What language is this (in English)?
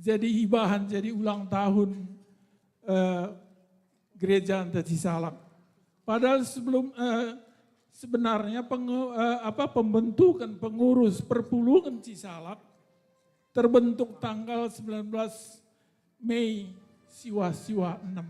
Batak Karo